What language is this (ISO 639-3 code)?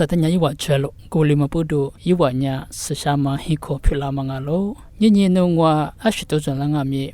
lis